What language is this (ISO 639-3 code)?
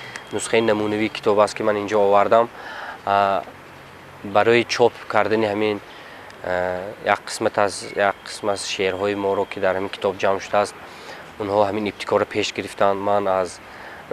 tgk